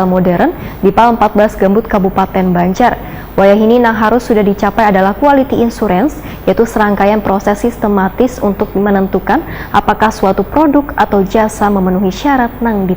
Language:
Banjar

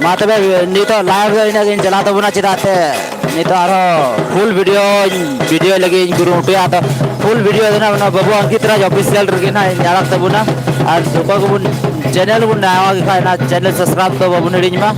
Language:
Santali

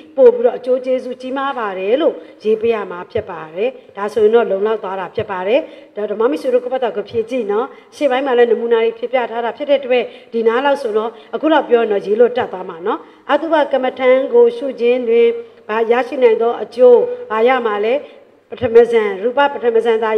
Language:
Burmese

